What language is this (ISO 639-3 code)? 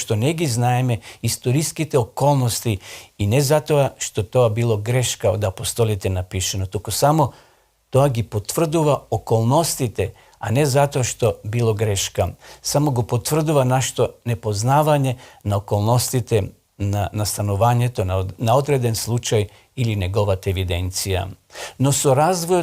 mkd